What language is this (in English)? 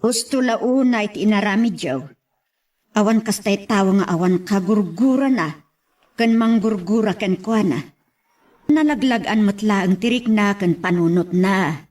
Iloko